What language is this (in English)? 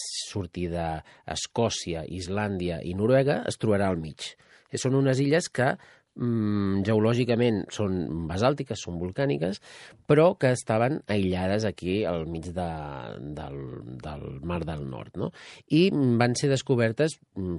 Catalan